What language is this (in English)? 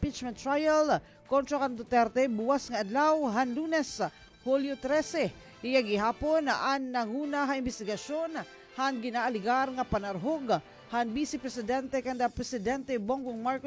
Waray